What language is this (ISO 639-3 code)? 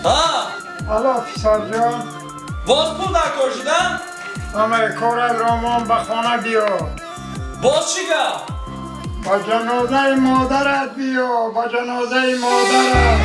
tgk